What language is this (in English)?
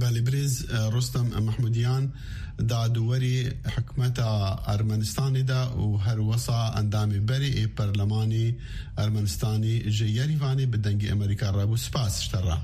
Kurdish